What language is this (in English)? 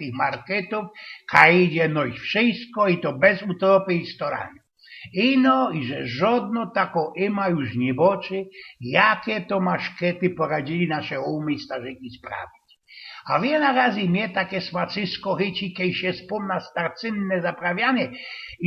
Silesian